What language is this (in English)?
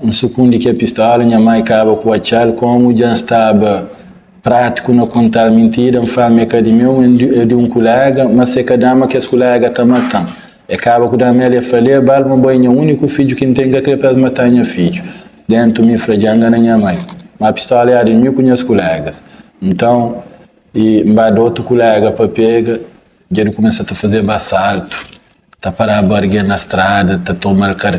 Kabuverdianu